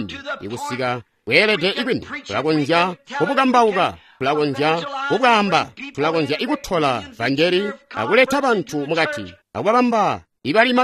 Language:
Tonga (Zambia)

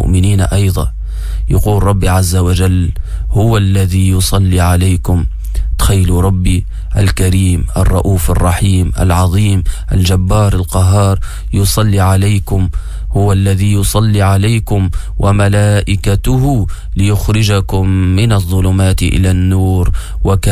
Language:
Tunisian Arabic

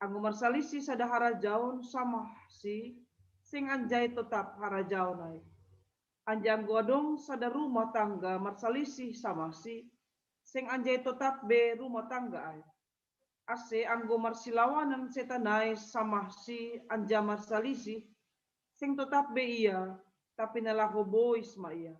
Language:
Batak Simalungun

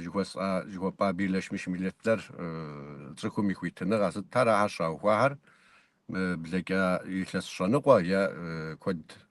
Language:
Kabardian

